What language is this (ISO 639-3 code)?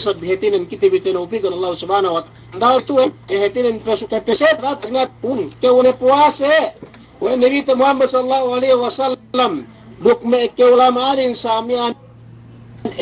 yka